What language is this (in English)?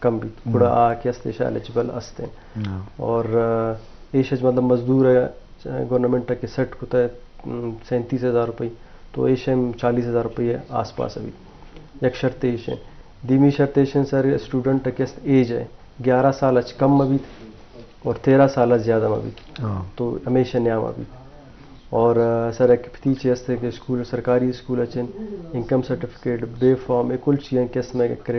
Eastern Balochi